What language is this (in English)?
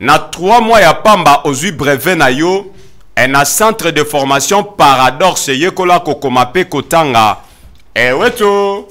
Lingala